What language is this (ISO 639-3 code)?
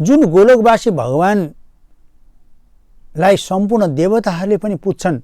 nep